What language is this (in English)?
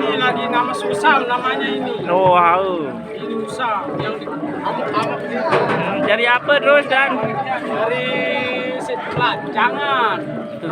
Sasak